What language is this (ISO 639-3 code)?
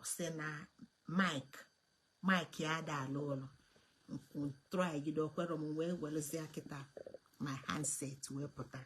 ibo